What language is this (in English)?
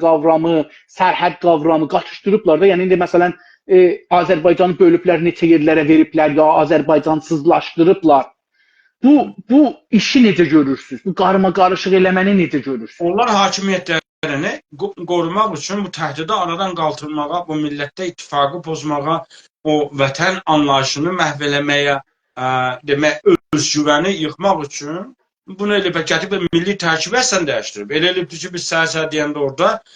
South Azerbaijani